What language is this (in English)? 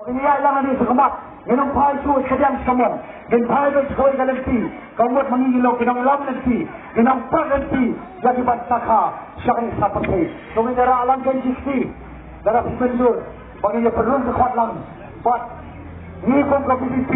Khasi